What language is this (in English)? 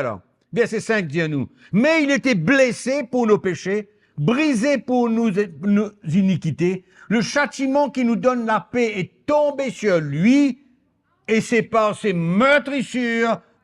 Morisyen